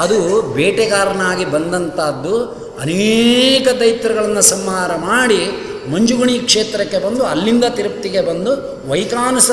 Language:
Kannada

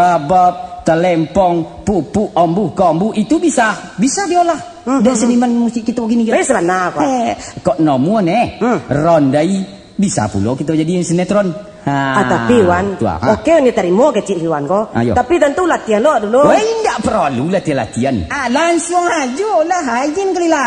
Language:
Minangkabau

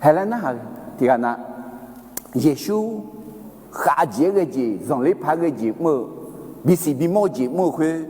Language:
Akha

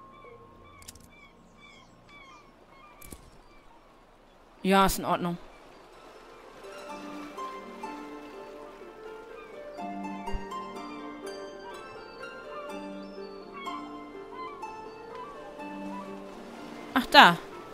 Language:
German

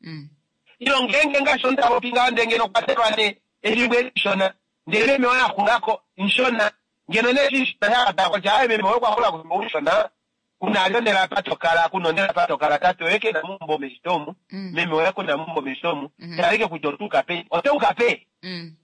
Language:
Kuanyama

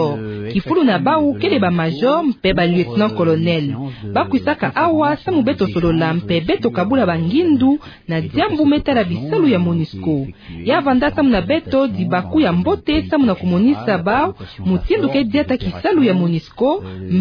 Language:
Kituba (Democratic Republic of Congo)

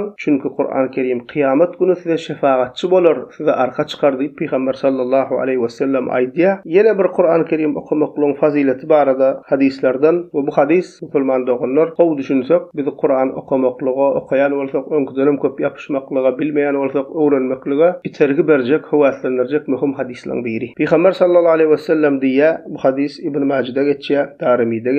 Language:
Turkmen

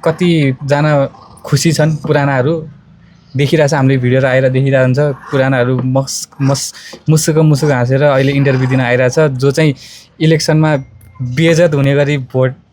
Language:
Nepali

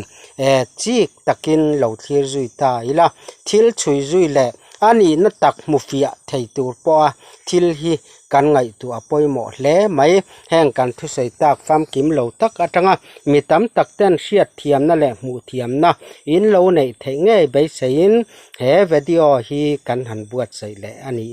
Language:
Mizo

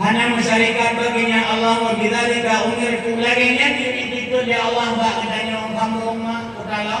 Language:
Achinese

